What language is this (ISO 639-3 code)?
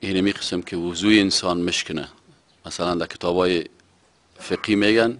fas